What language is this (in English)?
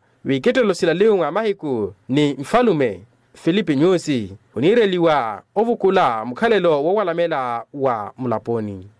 Makhuwa